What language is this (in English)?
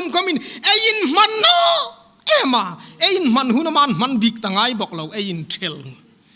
Hmar